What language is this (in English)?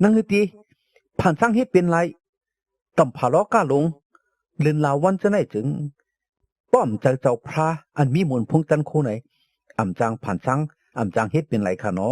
Shan